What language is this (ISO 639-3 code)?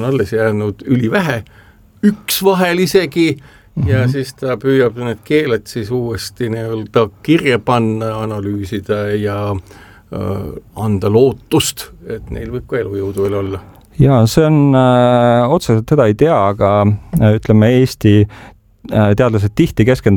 est